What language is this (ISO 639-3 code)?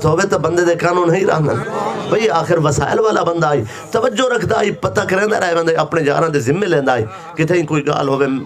skr